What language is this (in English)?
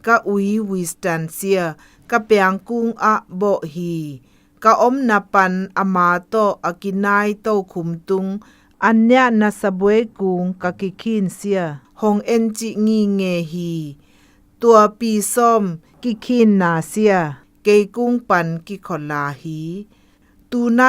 Zou